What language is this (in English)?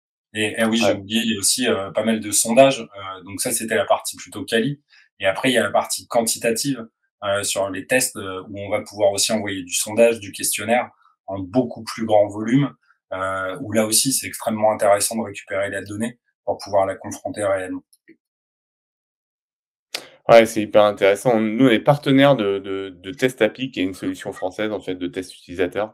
French